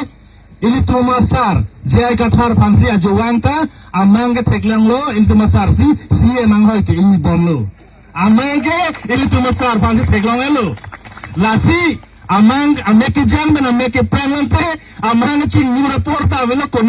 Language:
Karbi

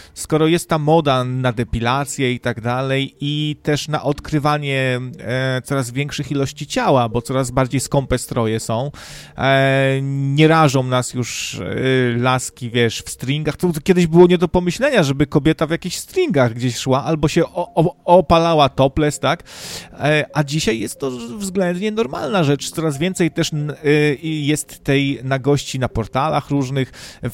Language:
Polish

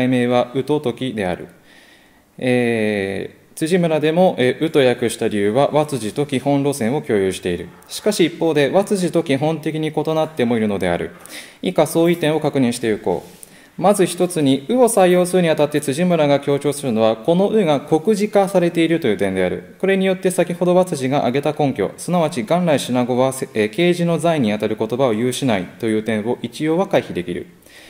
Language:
Japanese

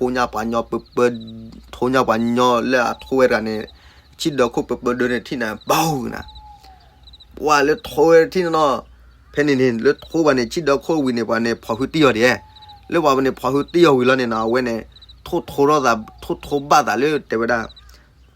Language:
S'gaw Karen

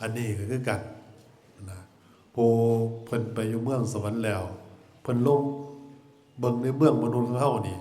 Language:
Northeastern Thai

